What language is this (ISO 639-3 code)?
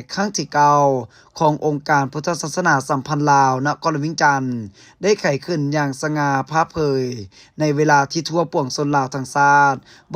lao